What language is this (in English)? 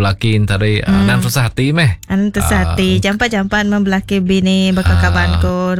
Iban